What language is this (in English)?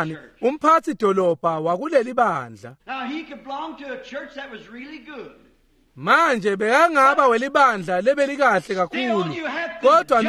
Swati